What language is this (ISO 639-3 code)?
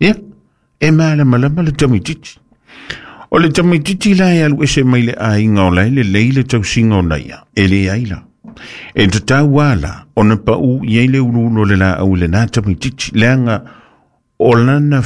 smo